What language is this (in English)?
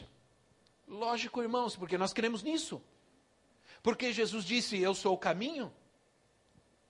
Portuguese